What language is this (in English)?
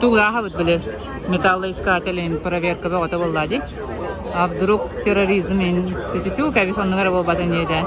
Yakut